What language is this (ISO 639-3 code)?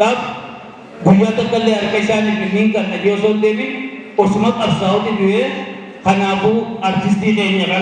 orm